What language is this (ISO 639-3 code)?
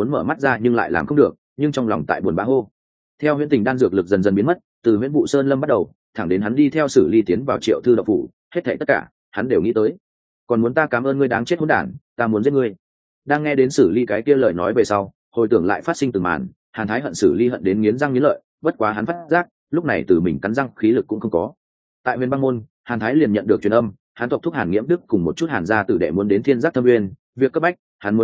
vie